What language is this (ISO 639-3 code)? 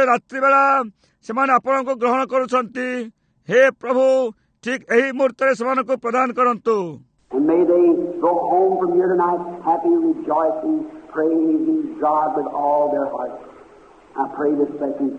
ori